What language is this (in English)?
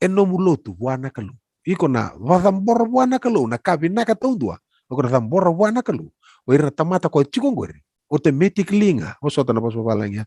Fijian